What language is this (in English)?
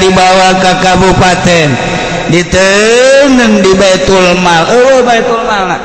Sundanese